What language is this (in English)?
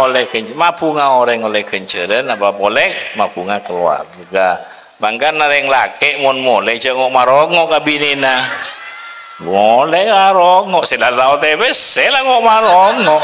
Madurese